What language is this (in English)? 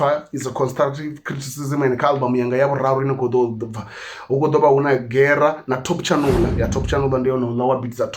Venda